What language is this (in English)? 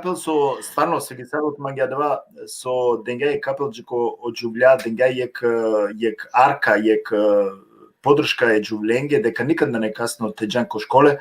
Balkan Romani